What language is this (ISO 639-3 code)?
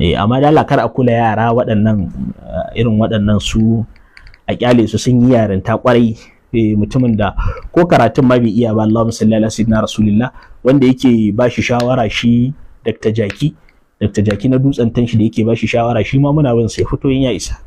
hau